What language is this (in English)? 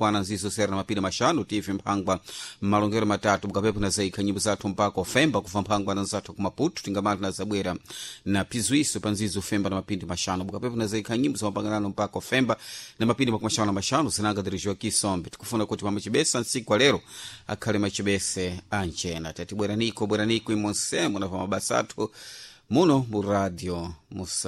Sena